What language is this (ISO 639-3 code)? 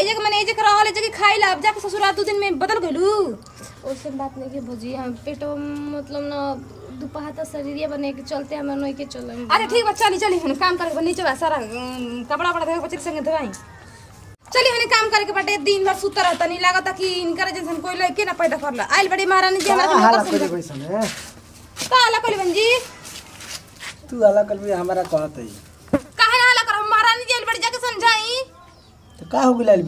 bho